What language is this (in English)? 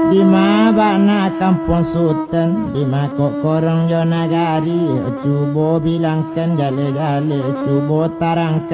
Minangkabau